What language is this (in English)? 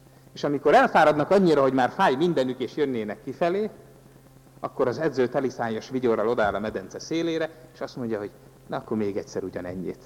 Hungarian